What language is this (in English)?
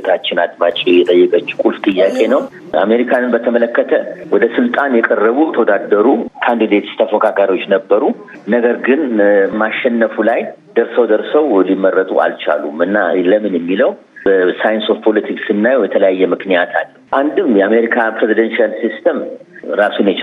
Amharic